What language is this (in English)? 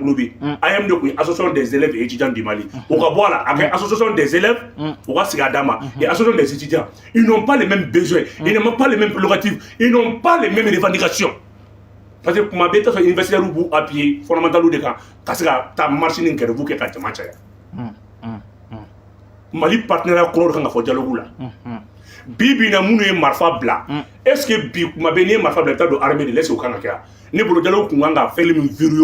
Bambara